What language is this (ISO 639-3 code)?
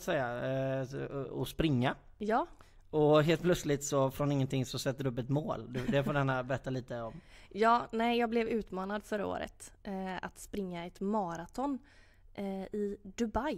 swe